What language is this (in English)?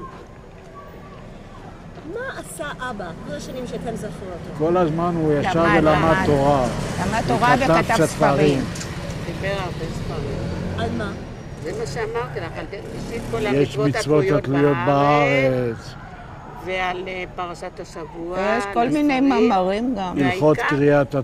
Hebrew